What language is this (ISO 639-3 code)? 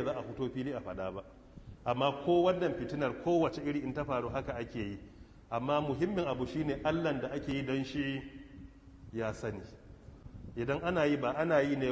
hau